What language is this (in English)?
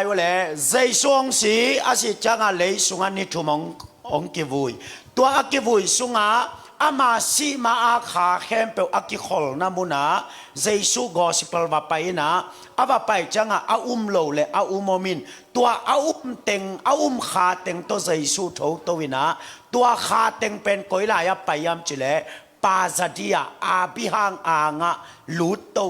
Tedim Chin